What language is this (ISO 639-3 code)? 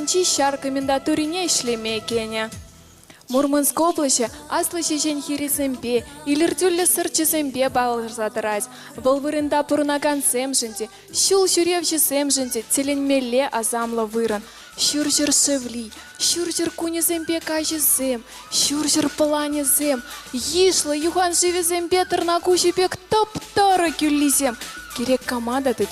chv